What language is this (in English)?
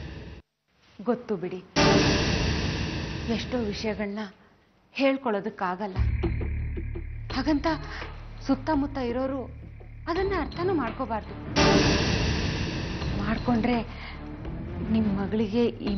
Kannada